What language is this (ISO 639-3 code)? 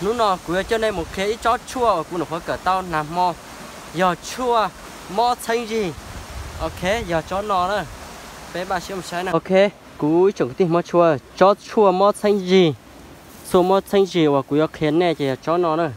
hmn